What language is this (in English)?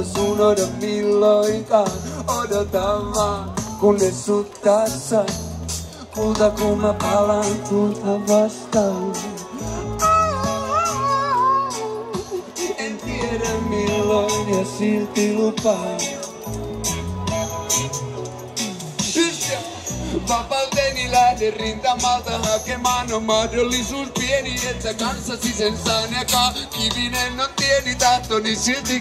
Finnish